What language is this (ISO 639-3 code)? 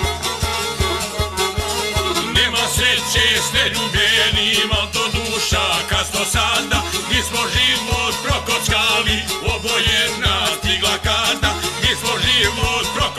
hrv